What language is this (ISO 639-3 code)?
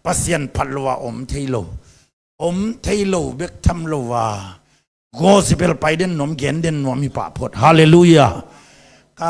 ctd